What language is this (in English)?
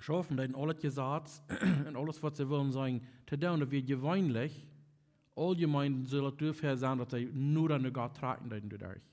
Plautdietsch